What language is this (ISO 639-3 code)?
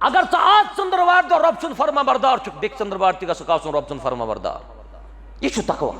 kas